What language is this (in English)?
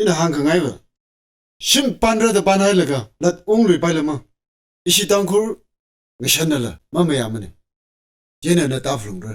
Tangkhul Naga (India)